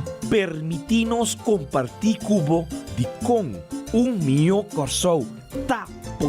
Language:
Papiamento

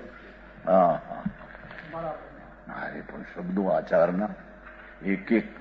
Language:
Gujarati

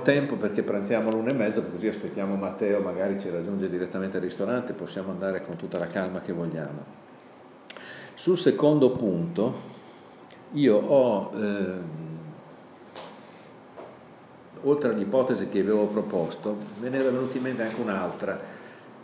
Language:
Italian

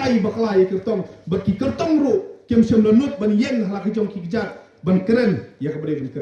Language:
Khasi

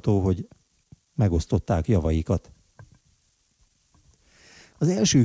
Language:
Hungarian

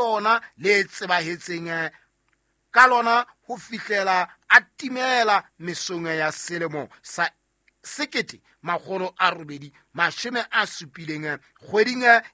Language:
Southern Sotho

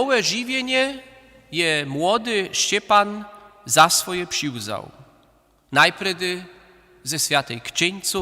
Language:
Upper Sorbian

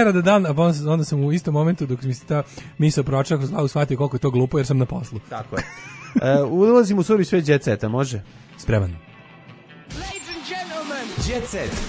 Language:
Serbian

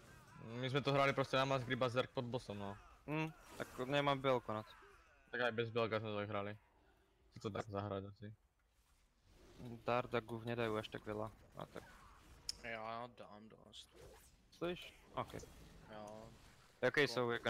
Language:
Slovak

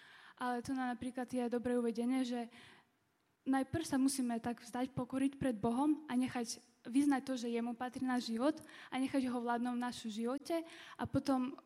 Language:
Slovak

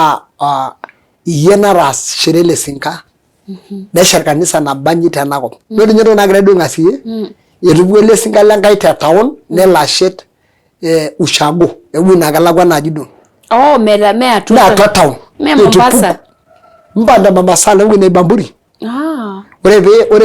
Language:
Masai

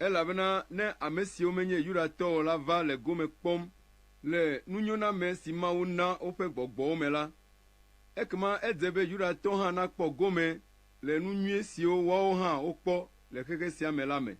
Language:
Ewe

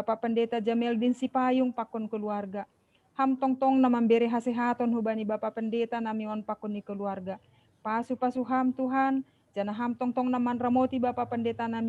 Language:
Batak Simalungun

